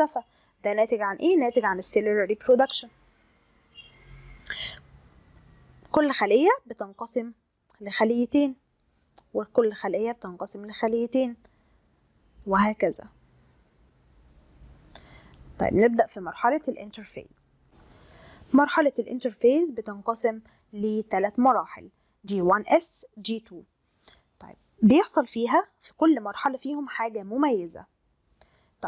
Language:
Egyptian Arabic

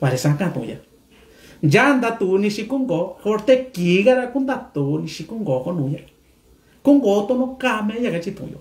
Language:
Mixtepec Mixtec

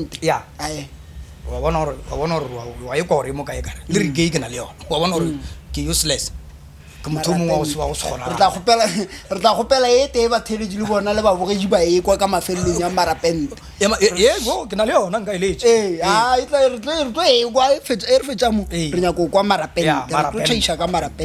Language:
Northern Sotho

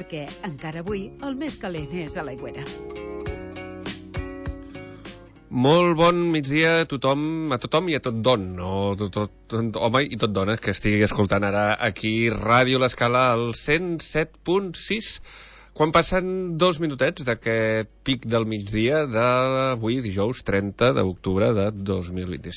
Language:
Catalan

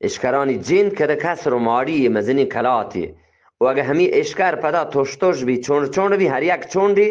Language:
Eastern Balochi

